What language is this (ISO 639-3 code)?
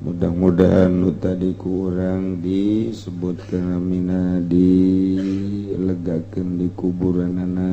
sun